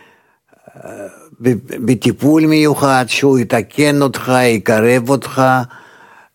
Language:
Hebrew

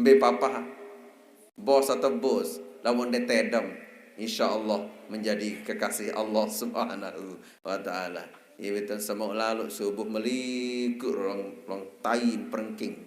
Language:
Sasak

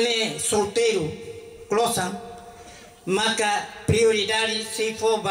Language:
Tetum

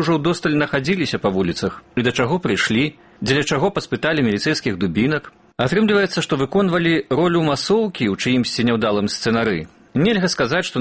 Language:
Belarusian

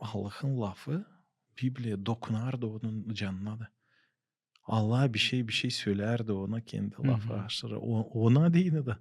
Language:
Gagauz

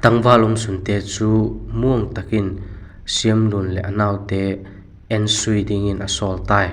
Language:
Vaiphei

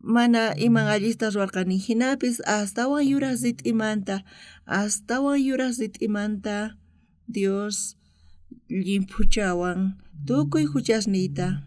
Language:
South Bolivian Quechua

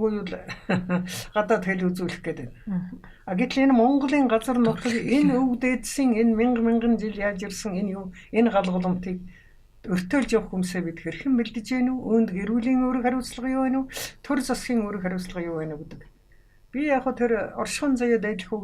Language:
Mongolian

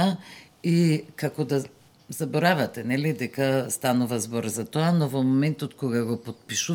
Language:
Macedonian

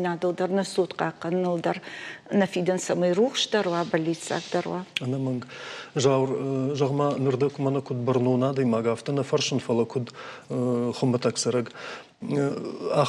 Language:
Ossetic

